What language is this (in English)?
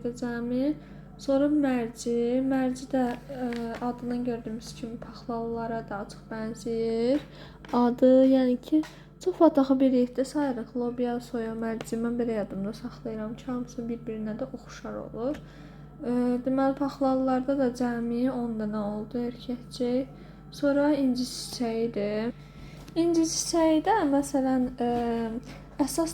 Azerbaijani